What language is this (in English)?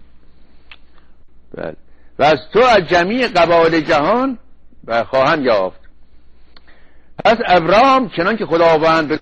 Persian